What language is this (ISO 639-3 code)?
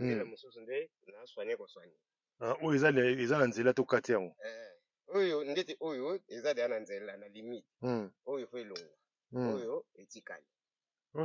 lin